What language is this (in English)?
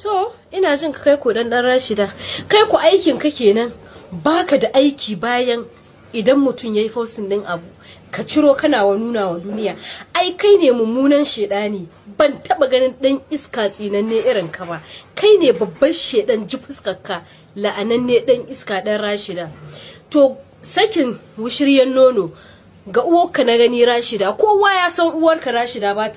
Hausa